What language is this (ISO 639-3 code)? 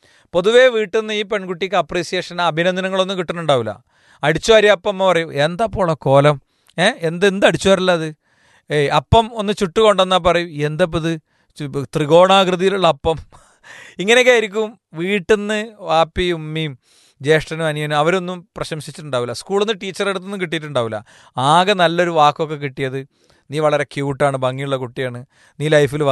mal